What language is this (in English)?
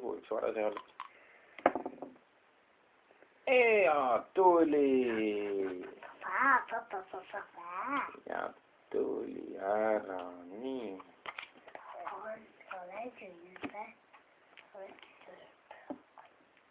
Estonian